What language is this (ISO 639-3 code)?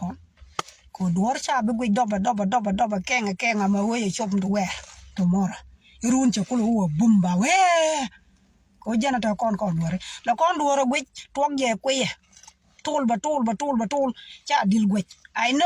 nus